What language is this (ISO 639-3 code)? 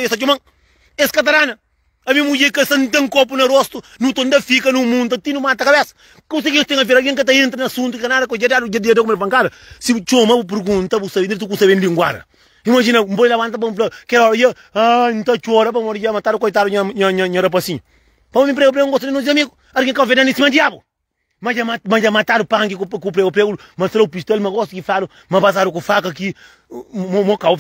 kea